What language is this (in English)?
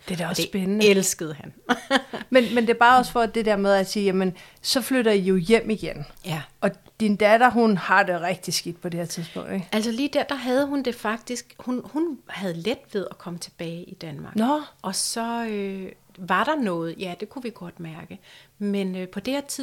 Danish